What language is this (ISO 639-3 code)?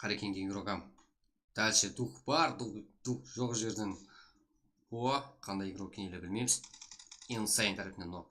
kaa